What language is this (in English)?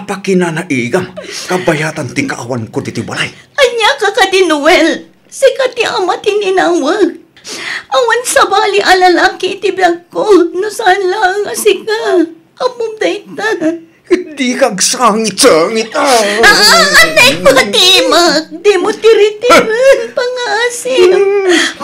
Iloko